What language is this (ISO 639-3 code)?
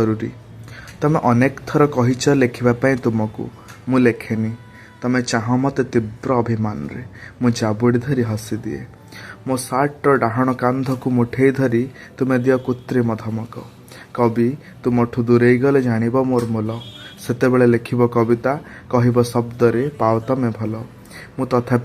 ori